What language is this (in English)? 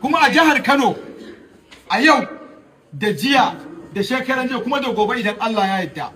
Hausa